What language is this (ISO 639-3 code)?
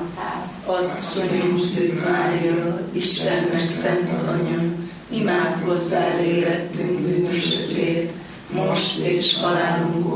hun